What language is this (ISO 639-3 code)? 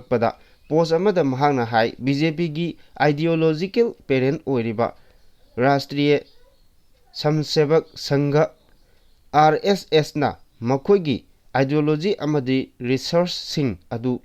mni